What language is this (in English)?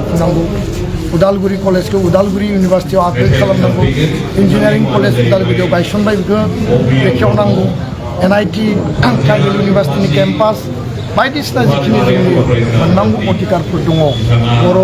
Bodo